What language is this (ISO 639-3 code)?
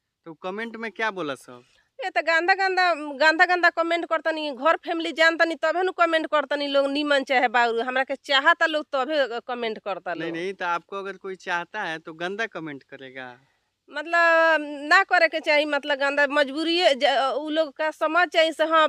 bho